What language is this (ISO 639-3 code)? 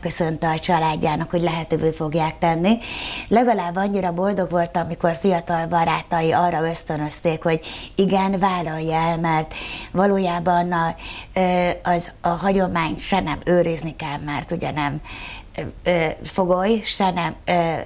hun